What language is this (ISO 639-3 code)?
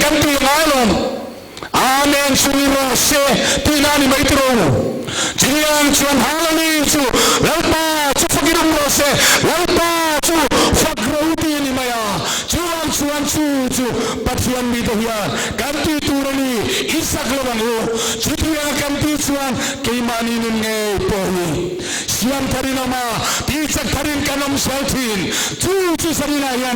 lus